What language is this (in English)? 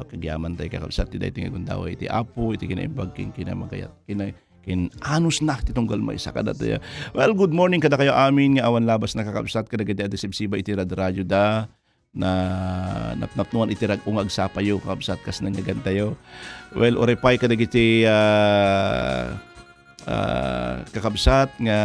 Iloko